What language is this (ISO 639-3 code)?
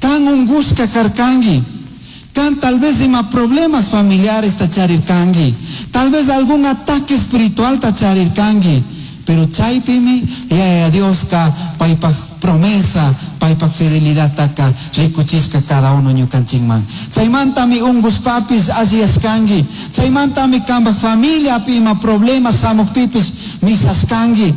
qug